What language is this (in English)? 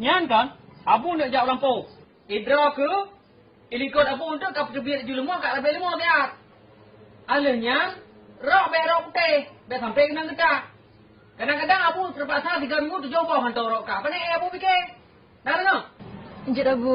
Achinese